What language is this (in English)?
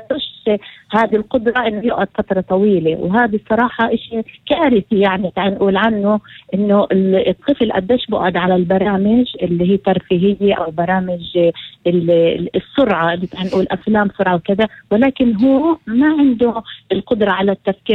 North Levantine Arabic